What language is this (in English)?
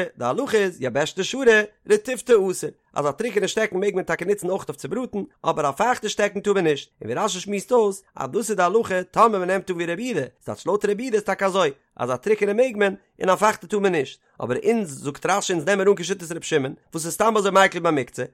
Yiddish